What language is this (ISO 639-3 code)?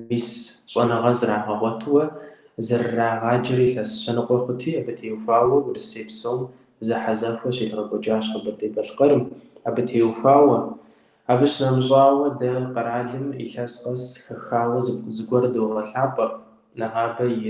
kbd